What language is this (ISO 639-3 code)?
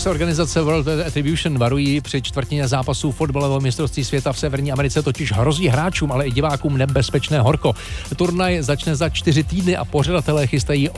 ces